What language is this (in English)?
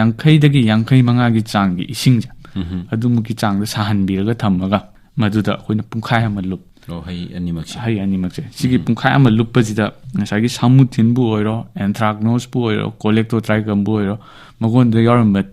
Manipuri